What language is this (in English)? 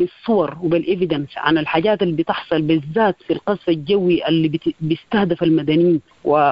Sudanese Arabic